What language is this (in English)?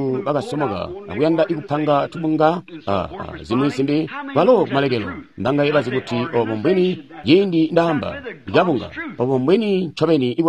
Tonga (Zambia)